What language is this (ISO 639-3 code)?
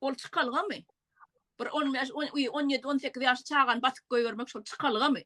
tuk